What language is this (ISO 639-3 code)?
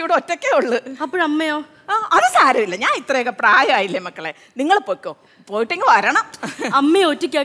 mal